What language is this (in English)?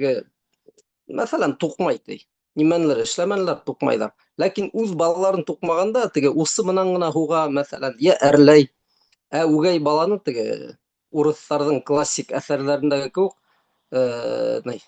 Bashkir